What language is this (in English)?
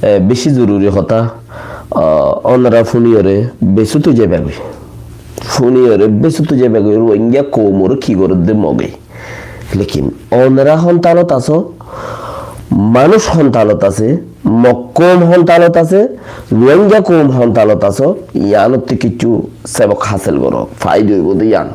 Rohingya